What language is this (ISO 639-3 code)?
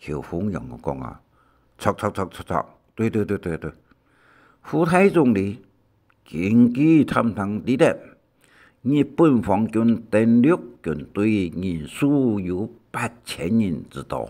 hak